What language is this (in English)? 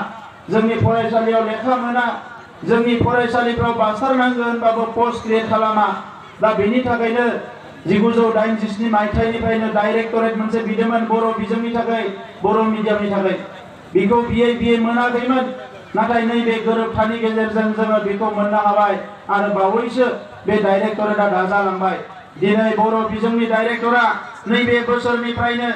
Bodo